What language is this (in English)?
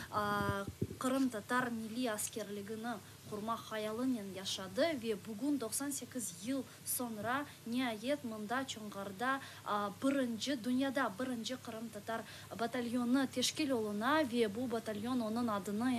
Crimean Tatar